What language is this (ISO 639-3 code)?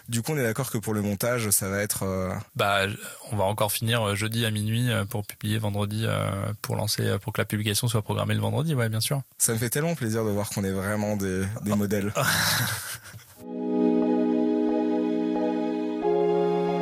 fra